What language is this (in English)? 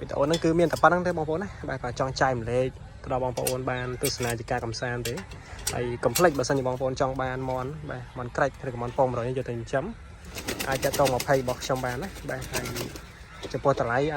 Khmer